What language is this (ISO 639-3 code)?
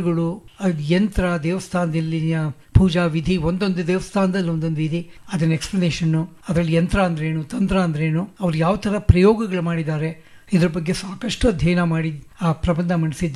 kan